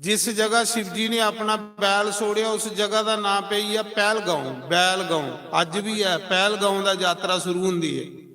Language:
Dogri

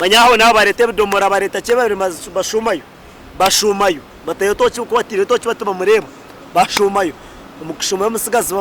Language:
Nyankole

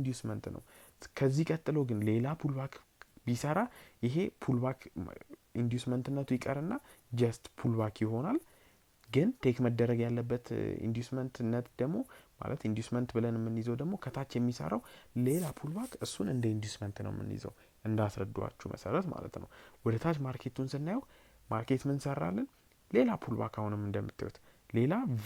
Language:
Amharic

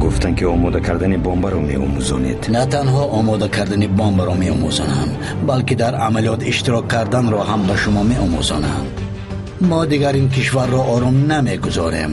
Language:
Tajik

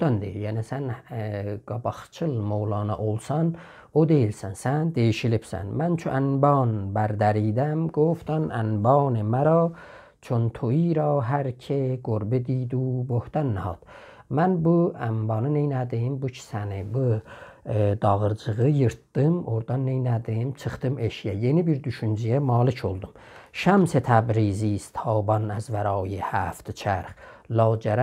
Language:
South Azerbaijani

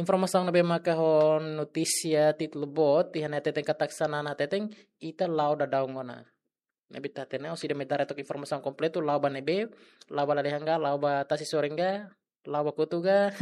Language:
Tetum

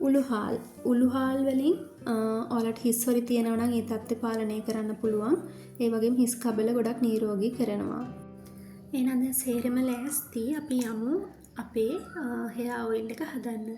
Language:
Sinhala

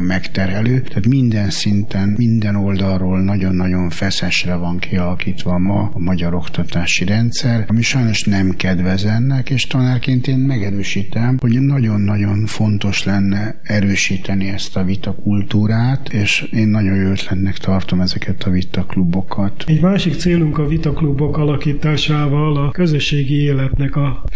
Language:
Hungarian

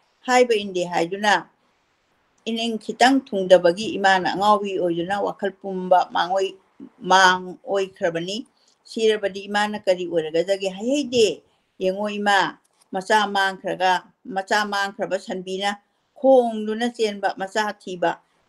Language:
Manipuri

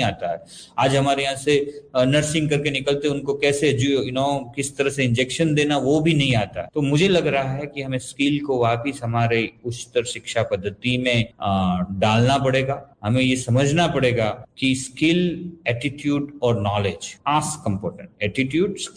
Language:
Hindi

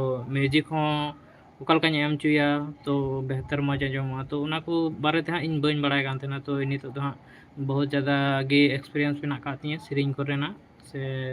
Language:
Santali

